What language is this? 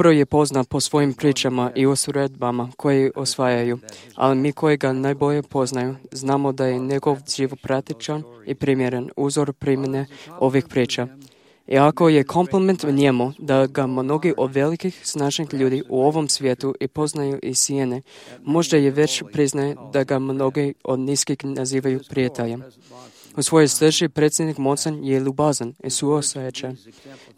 Croatian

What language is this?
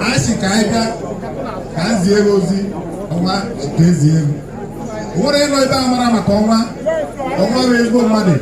Igbo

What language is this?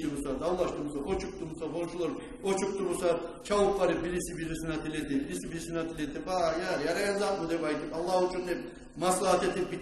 Kumyk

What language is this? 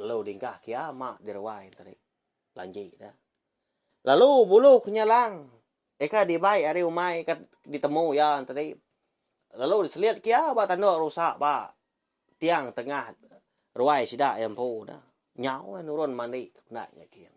Iban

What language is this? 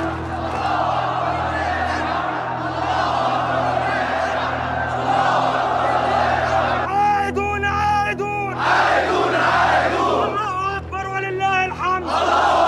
Egyptian Arabic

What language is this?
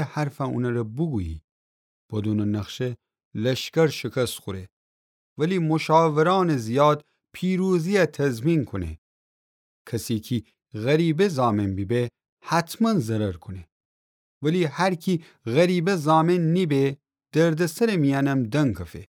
Gilaki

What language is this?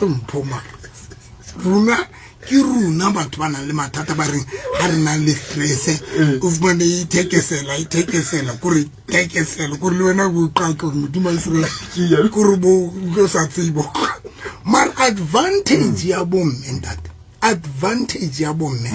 Southern Sotho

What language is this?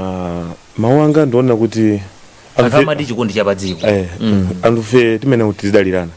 Nyanja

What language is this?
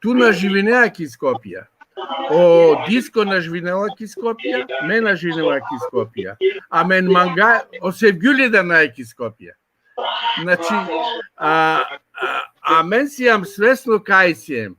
Balkan Romani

